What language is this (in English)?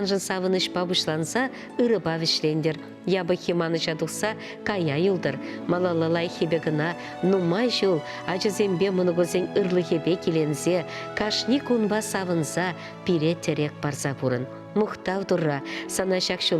Chuvash